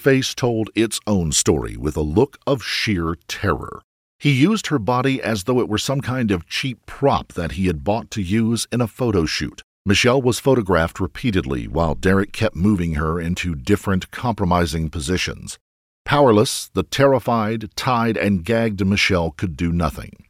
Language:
English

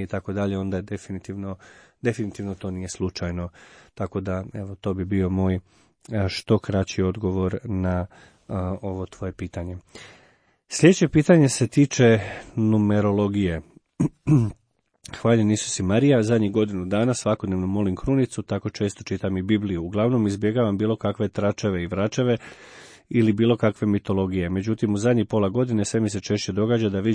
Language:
Croatian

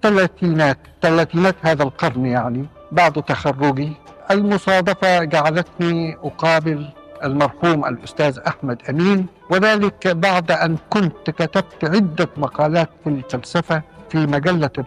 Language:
Arabic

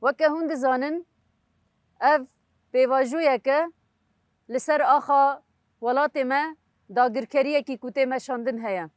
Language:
Kurdish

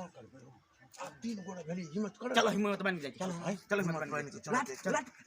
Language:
Maithili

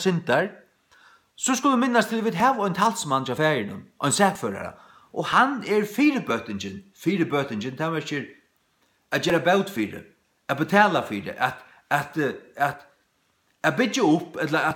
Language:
Faroese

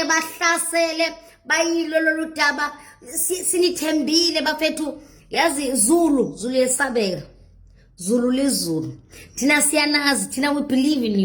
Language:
Zulu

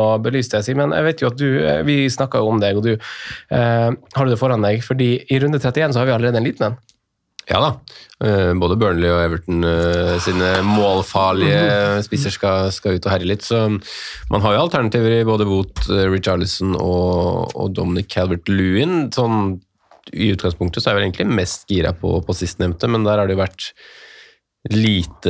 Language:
Norwegian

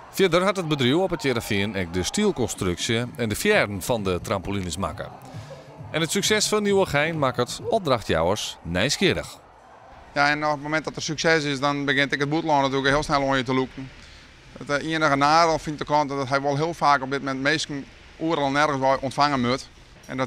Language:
Western Frisian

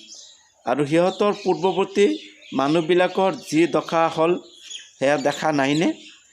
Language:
Assamese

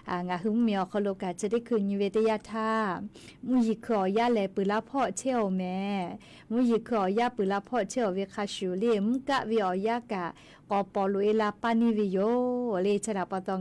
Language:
Lahu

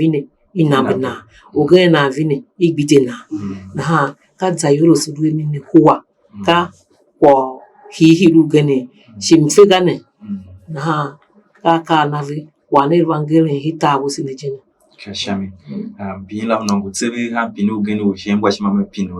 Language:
Tiv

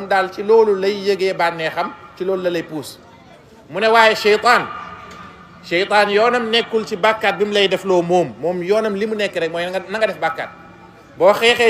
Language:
Wolof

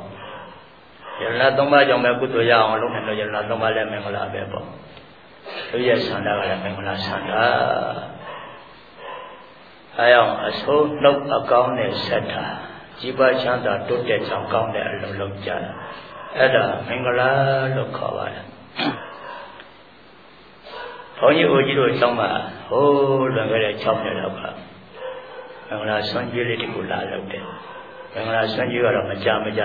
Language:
Burmese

